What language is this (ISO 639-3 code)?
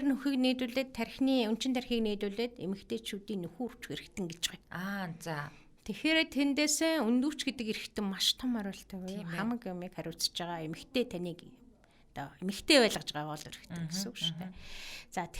mon